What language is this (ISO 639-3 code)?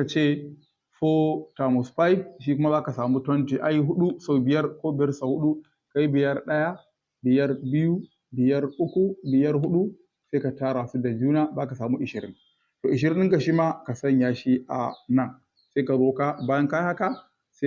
hau